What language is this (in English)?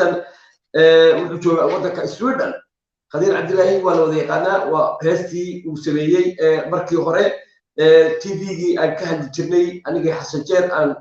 Somali